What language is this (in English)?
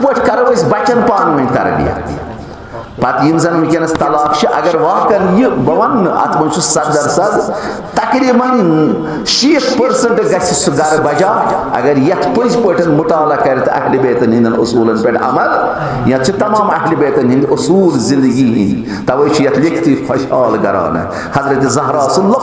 Kashmiri